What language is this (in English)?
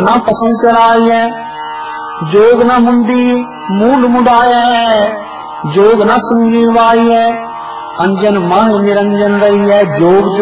Punjabi